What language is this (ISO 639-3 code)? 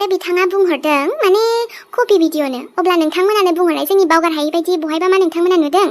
brx